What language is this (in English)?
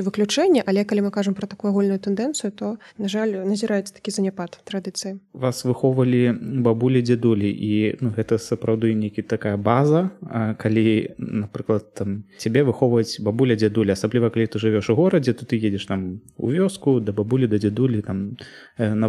Belarusian